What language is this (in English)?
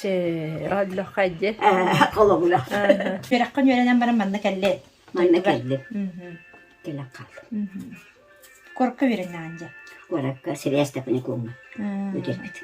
Yakut